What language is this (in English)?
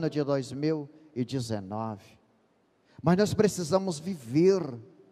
Portuguese